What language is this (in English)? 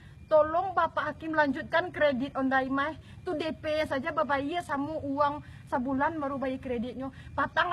Minangkabau